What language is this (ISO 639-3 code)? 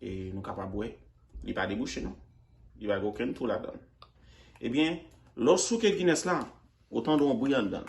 hat